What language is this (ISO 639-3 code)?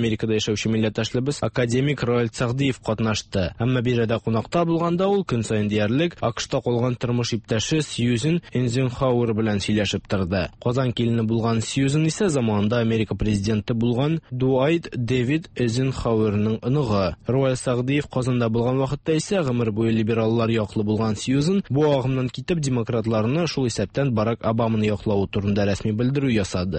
tat